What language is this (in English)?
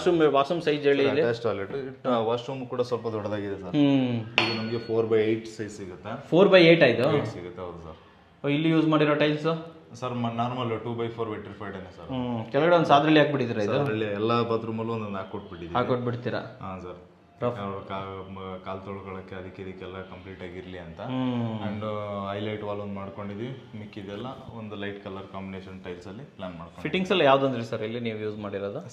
Kannada